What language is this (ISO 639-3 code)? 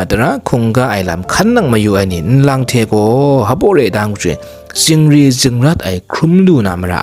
kac